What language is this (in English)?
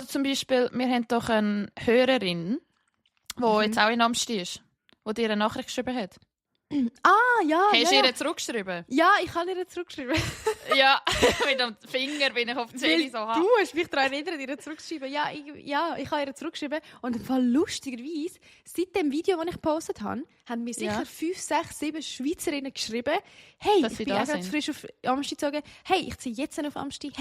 Swiss German